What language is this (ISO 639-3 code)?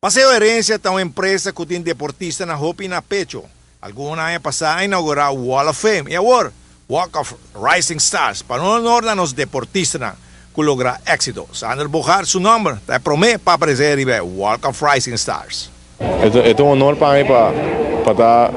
pap